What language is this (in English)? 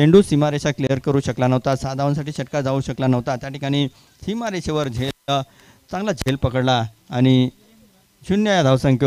Marathi